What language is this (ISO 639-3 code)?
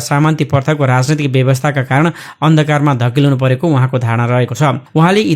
nep